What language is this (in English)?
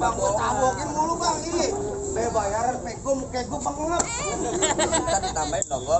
Betawi